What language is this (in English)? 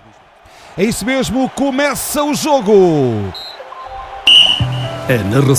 Portuguese